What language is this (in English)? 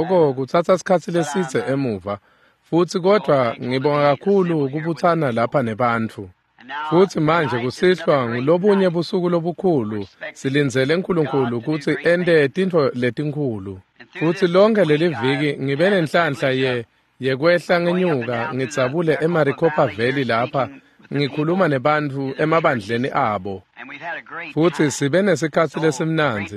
Swati